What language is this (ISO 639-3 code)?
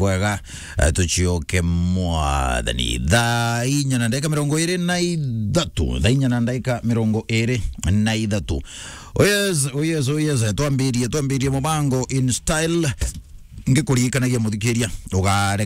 mer